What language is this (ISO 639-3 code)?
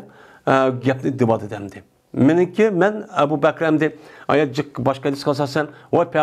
uig